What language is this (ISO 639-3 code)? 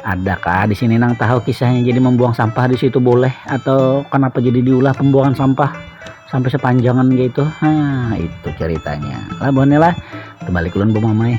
bjn